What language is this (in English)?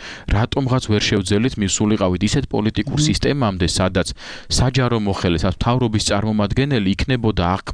Georgian